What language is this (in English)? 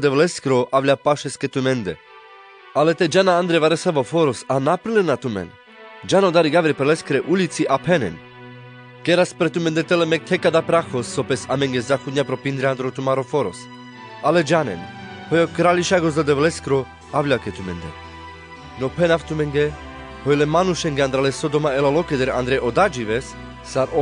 Carpathian Romani